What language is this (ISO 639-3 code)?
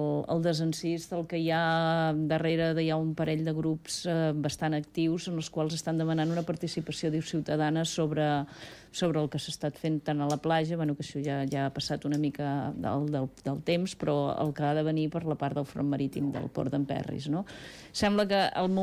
cat